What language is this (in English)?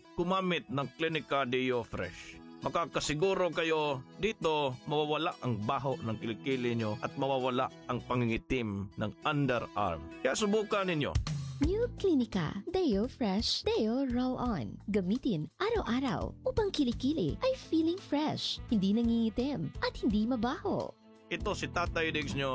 Filipino